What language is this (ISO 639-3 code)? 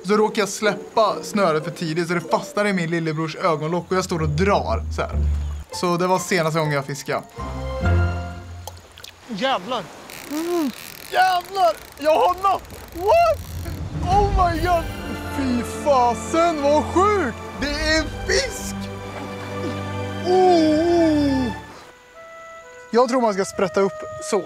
swe